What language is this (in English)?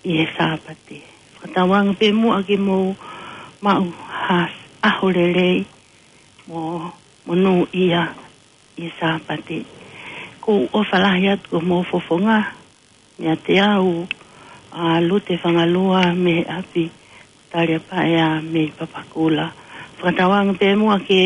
Tongan